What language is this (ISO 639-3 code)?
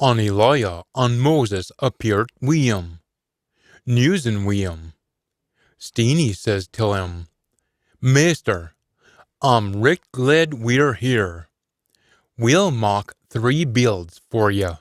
sco